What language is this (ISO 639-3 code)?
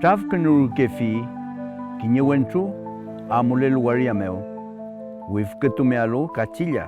arn